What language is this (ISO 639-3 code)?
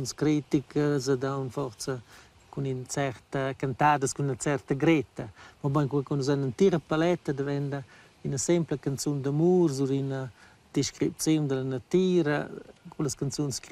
roh